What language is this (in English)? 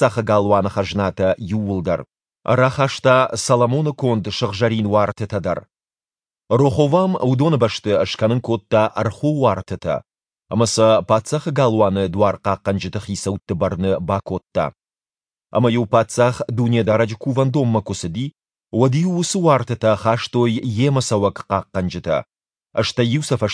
Ossetic